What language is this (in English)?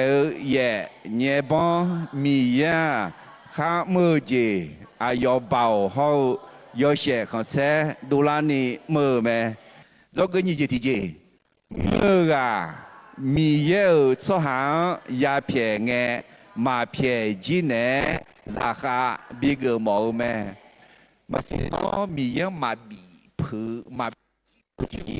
Akha